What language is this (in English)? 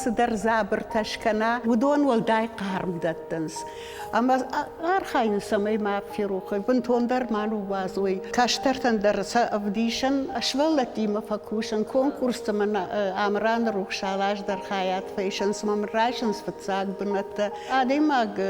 Ossetic